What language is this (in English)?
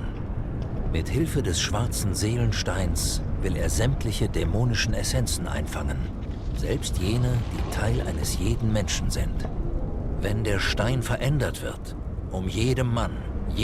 Swiss German